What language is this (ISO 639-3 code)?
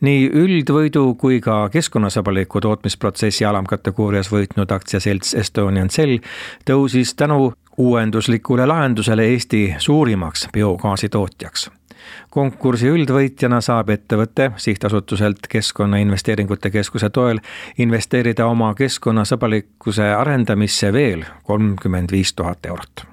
est